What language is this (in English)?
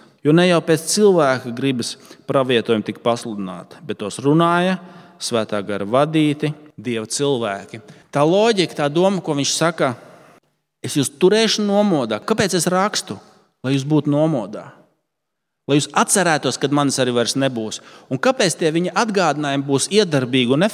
Latvian